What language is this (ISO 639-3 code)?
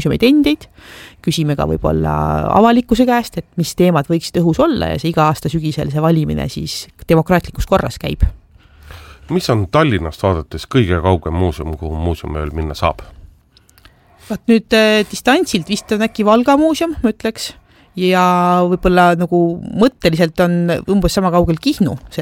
est